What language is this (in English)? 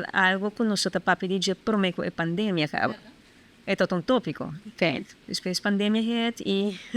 Papiamento